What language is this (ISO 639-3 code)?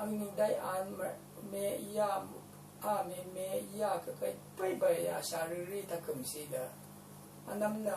raw